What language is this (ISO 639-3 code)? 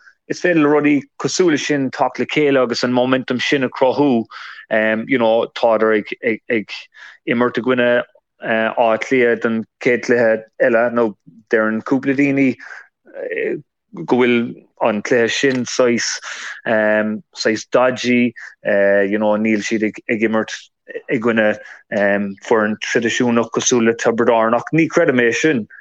gle